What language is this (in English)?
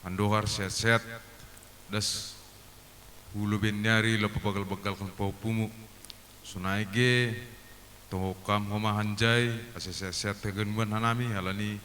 Batak Simalungun